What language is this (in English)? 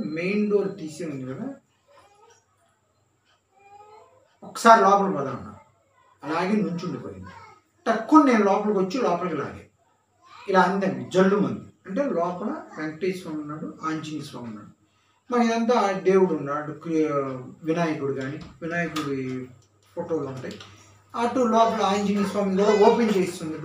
Telugu